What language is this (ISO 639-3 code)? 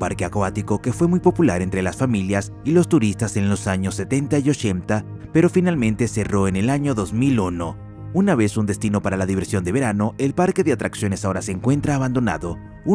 spa